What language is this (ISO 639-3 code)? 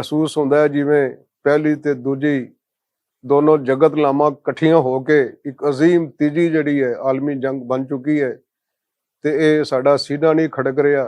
lah